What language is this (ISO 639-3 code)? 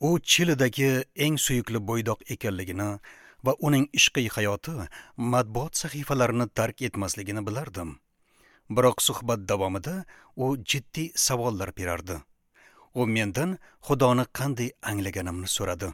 uzb